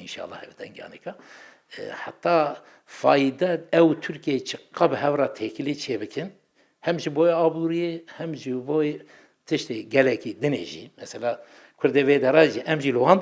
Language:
Kurdish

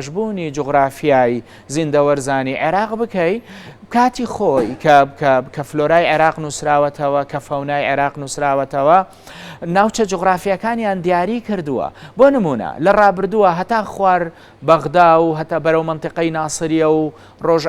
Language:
Central Kurdish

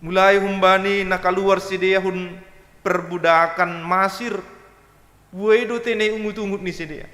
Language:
Batak Simalungun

